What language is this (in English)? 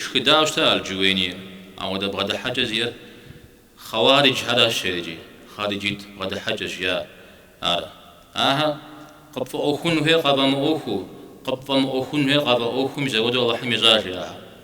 Kabardian